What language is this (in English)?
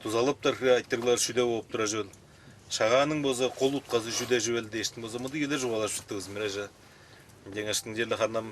Tuvinian